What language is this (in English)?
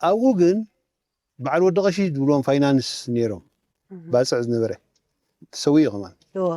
Tigrinya